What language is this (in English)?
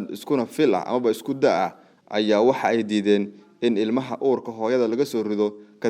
Somali